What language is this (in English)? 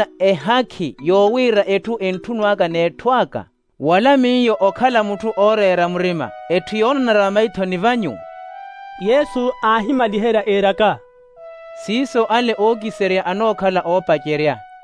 Makhuwa